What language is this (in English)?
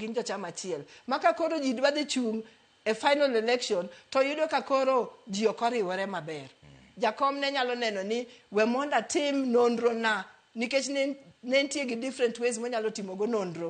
Luo (Kenya and Tanzania)